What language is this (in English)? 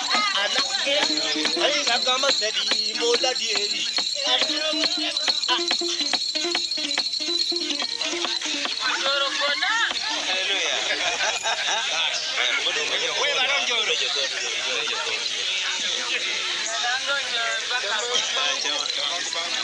Swahili